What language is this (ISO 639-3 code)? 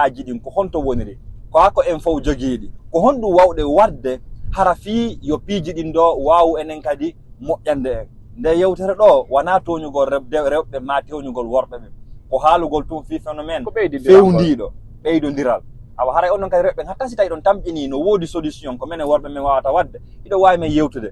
ful